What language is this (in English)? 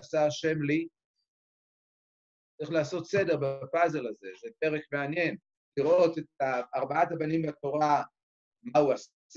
Hebrew